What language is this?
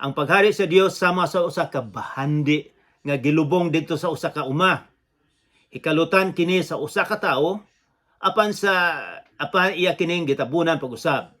Cebuano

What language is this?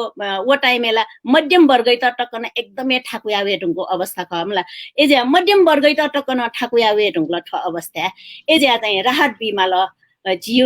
Newari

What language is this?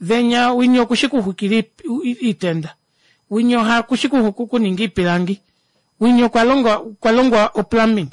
Kuanyama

